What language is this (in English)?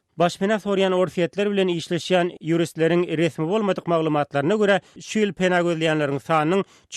Turkmen